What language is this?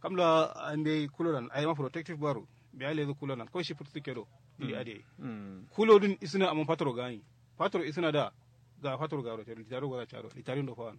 Kanuri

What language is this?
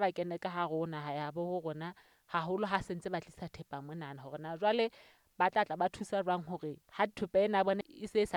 Southern Sotho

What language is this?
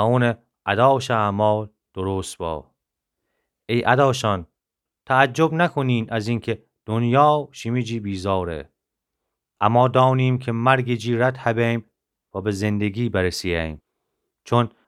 Gilaki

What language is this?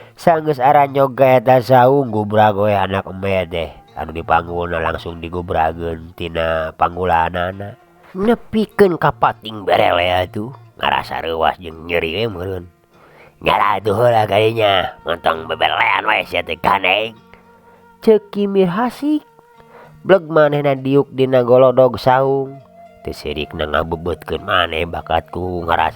Sundanese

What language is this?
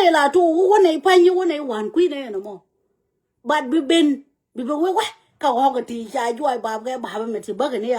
Nuer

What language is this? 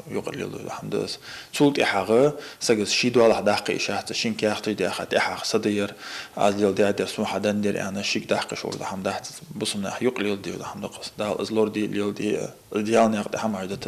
Ingush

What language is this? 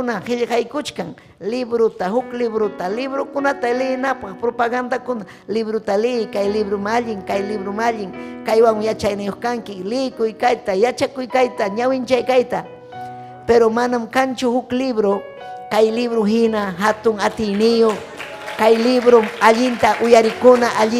Ayacucho Quechua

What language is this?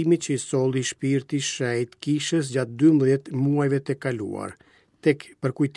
Albanian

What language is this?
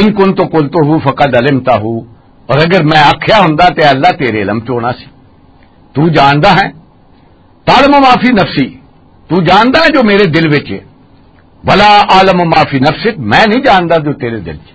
Western Panjabi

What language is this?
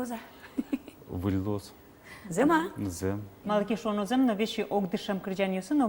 Udmurt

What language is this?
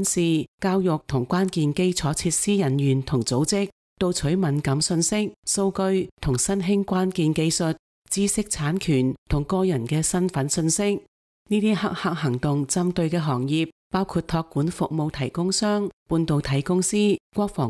Cantonese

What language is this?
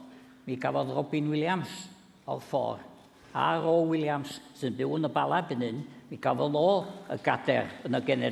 Welsh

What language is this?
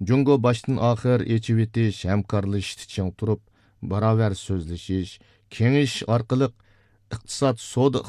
Uyghur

